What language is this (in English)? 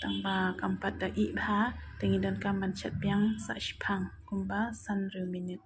Khasi